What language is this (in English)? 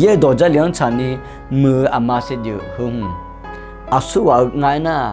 Akha